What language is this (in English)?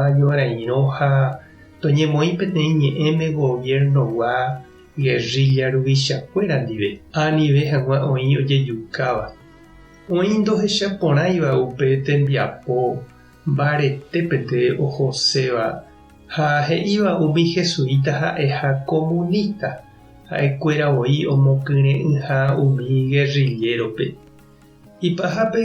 Guarani